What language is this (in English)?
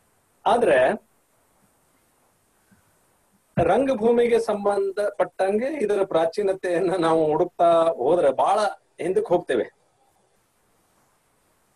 Kannada